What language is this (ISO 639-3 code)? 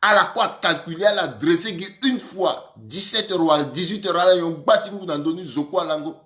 sag